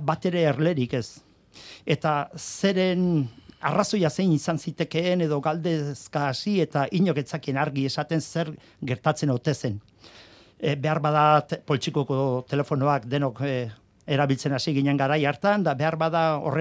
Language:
Basque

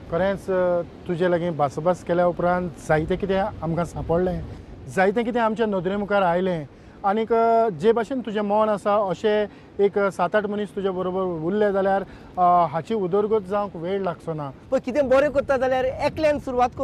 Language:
Konkani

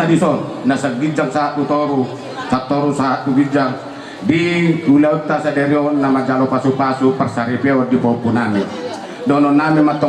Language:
Batak Toba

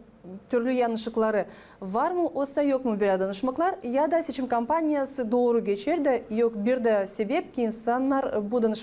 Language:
Gagauz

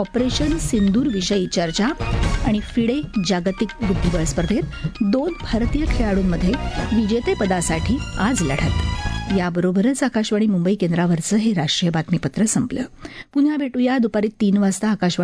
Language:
Marathi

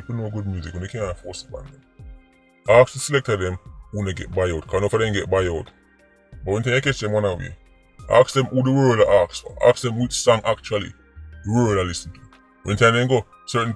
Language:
Jamaican Creole English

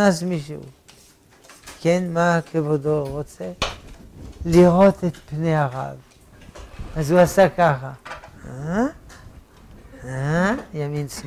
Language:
Hebrew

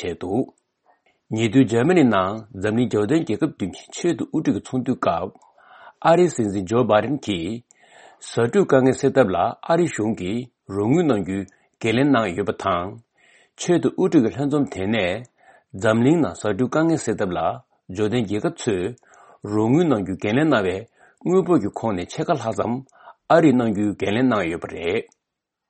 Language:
Latvian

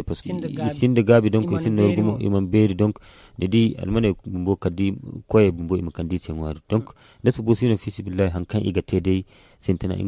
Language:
Zarma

